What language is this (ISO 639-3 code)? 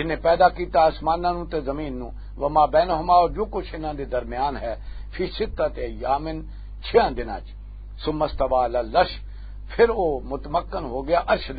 lah